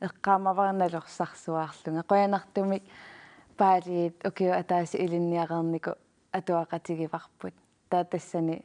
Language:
Kalaallisut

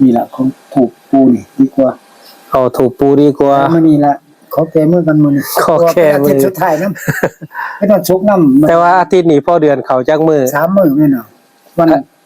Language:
Northeastern Thai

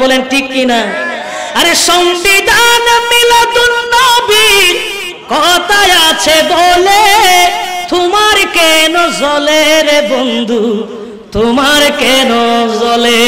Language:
Bangla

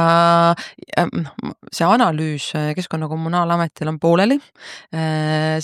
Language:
Estonian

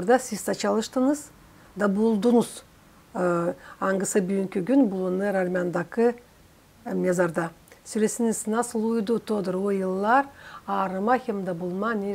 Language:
Gagauz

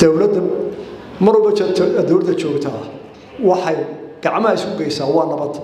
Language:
Somali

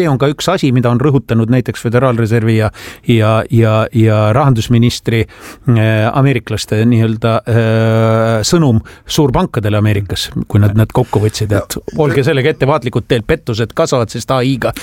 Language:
Estonian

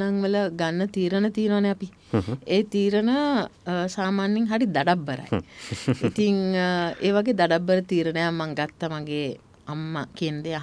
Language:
Sinhala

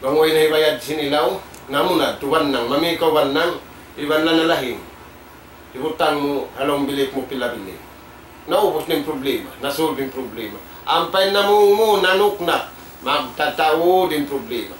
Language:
Tausug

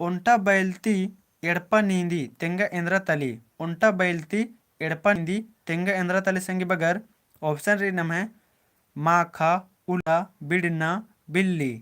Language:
Kurukh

